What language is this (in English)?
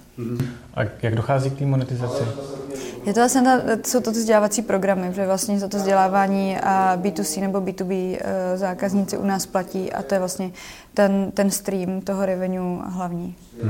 Czech